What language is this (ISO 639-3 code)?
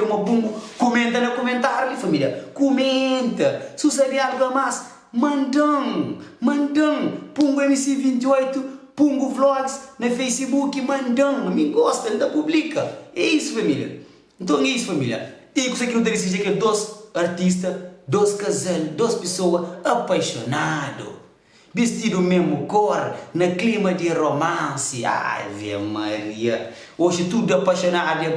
kea